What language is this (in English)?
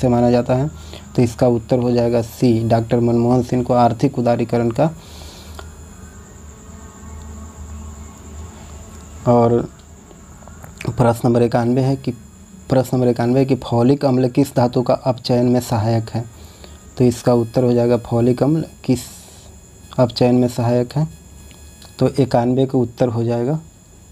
Hindi